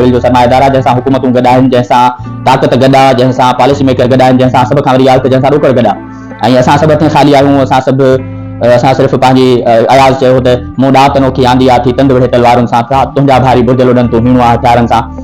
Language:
Sindhi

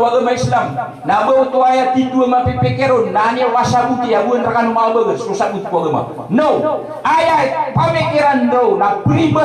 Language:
Maranao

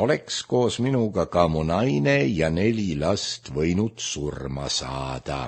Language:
Estonian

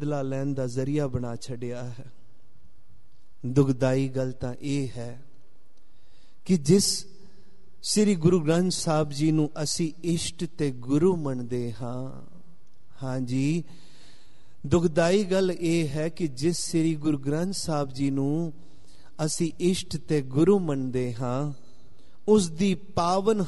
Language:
Punjabi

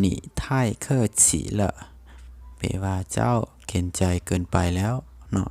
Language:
Lao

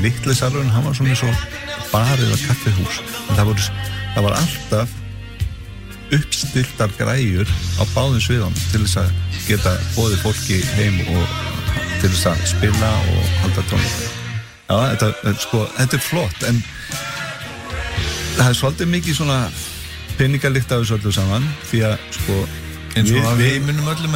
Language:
Icelandic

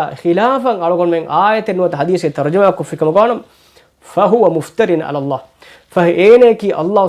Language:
Divehi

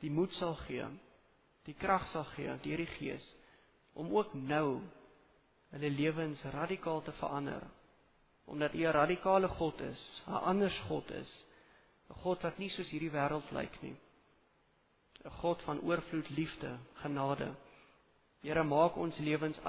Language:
Afrikaans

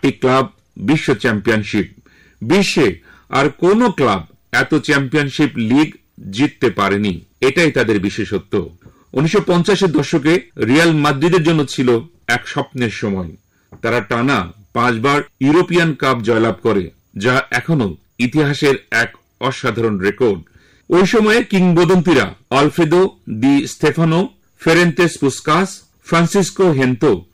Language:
Bangla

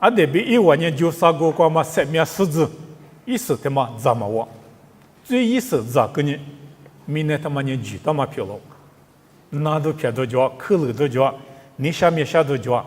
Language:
Lisu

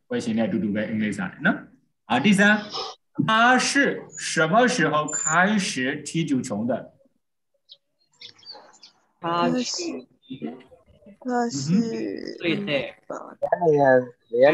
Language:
Burmese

